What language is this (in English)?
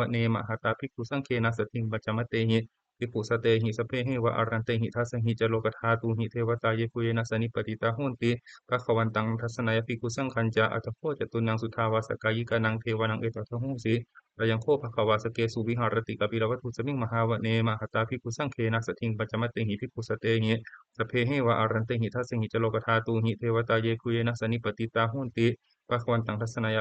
Pali